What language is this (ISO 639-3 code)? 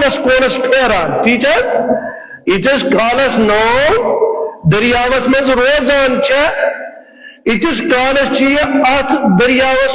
kas